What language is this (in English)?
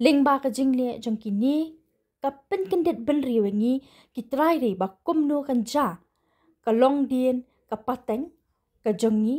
Khasi